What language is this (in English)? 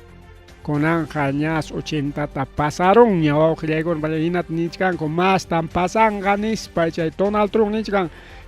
Ayacucho Quechua